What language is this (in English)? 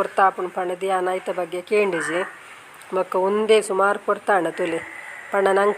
Tulu